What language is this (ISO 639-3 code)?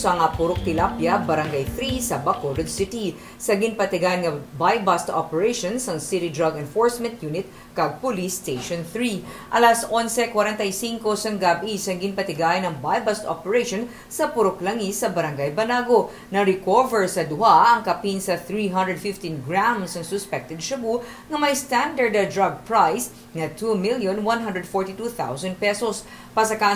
hil